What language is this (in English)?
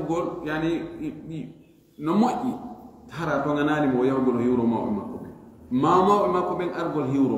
Fula